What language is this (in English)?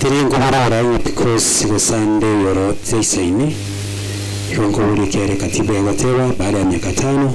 Gusii